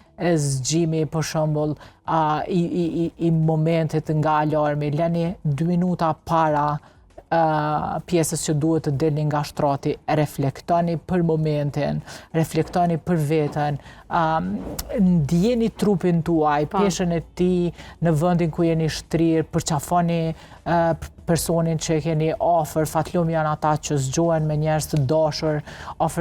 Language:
Albanian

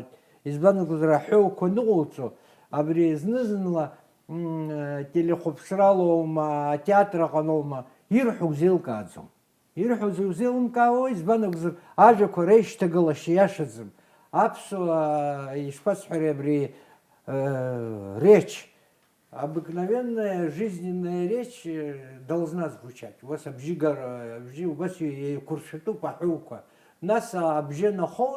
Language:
Abkhazian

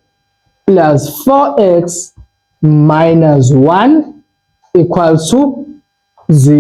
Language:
Zulu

